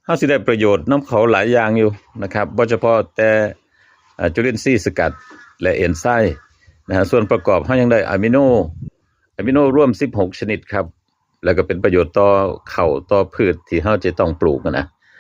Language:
Northeastern Thai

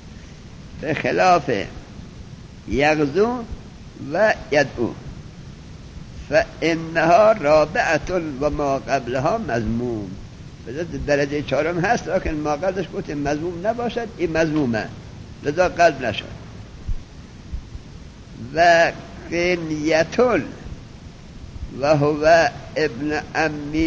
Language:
Persian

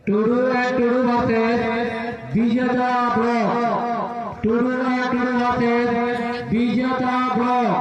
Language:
Santali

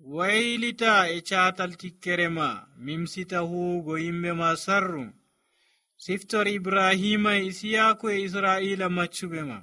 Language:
Nigerian Fulfulde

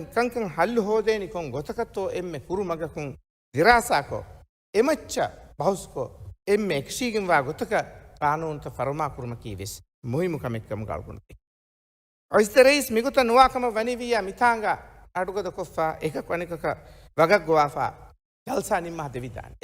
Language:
Divehi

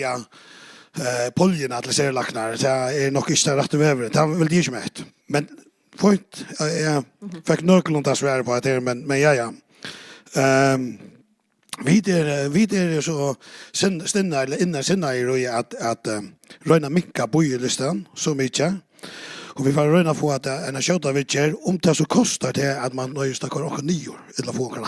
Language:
Faroese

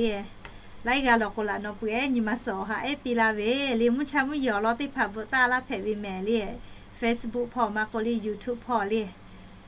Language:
Lahu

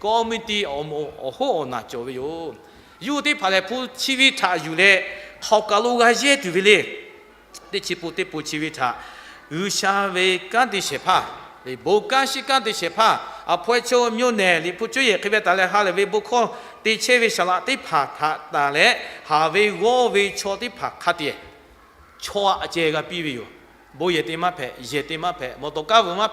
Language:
Lahu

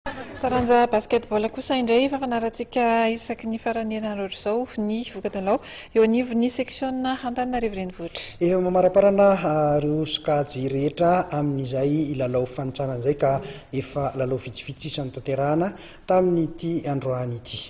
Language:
Malagasy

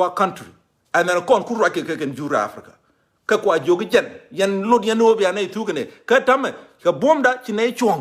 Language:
Nuer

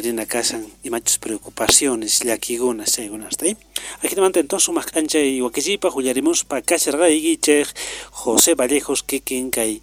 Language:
Quechua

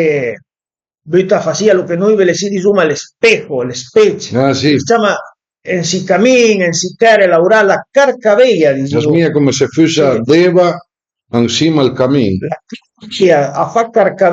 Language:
Piedmontese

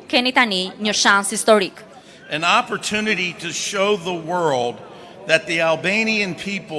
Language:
Albanian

